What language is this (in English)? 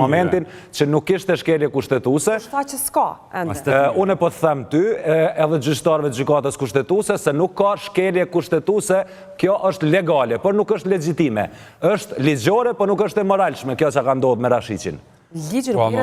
Albanian